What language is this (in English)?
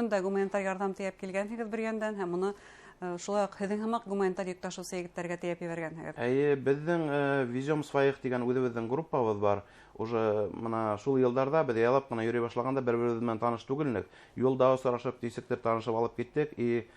Bashkir